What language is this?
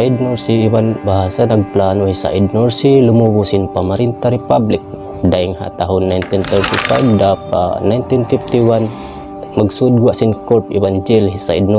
Tausug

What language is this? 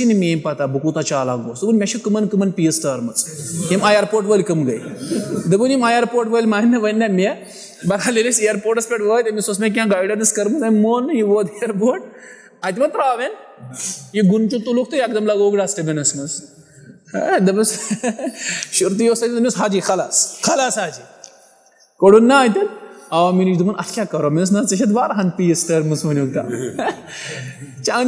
Kashmiri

